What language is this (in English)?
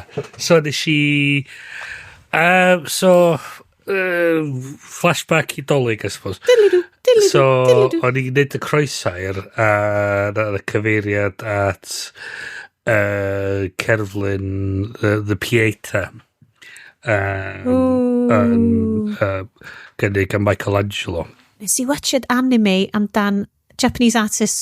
Welsh